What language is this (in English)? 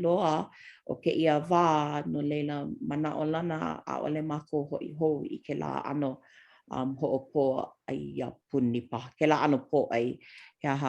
Hawaiian